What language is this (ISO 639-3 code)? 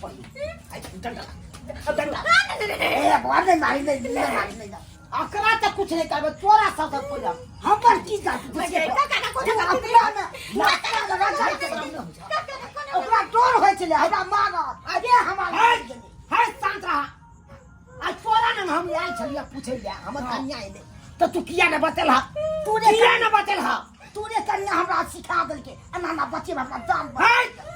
mai